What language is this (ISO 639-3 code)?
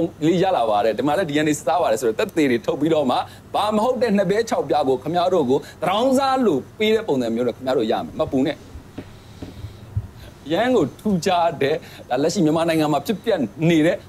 mya